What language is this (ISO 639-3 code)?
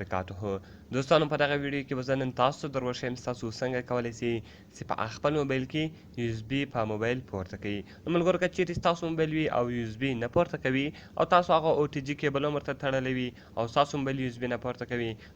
pus